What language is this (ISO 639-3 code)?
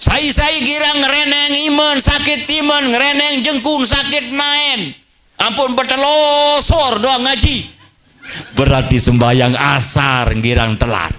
sas